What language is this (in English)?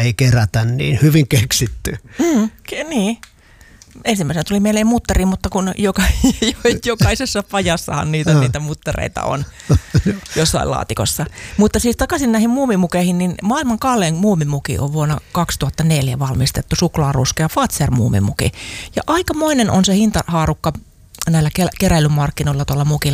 Finnish